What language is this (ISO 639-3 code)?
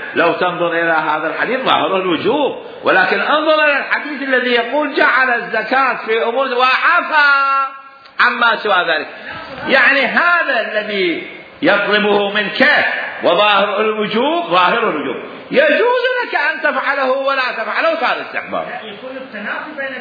acm